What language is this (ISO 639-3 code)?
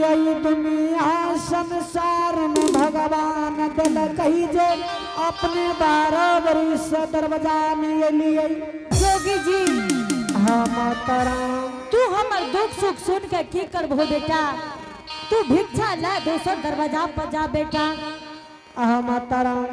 anp